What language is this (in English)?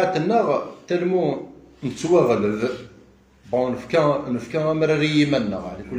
Kabyle